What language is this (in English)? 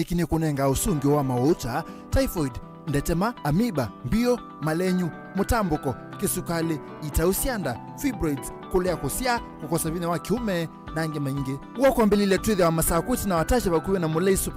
Kamba